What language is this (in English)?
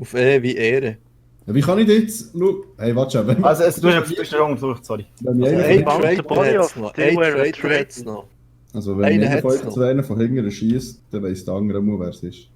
Swiss German